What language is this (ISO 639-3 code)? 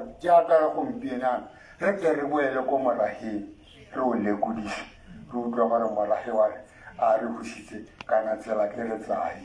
tsn